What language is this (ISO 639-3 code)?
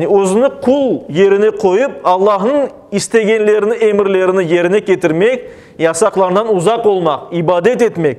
crh